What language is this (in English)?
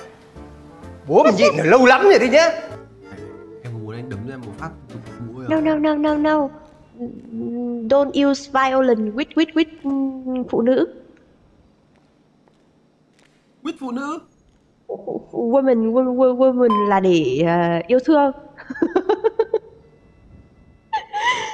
Vietnamese